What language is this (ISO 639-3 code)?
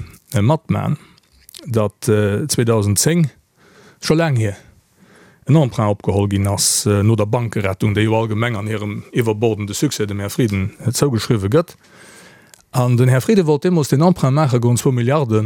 ltz